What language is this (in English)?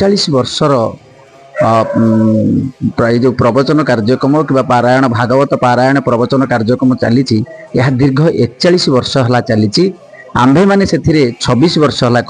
Odia